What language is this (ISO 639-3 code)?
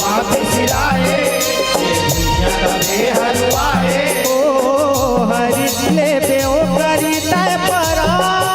hne